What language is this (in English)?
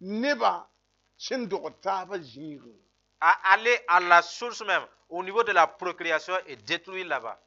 Mossi